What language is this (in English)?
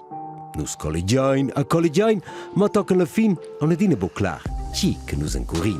Romansh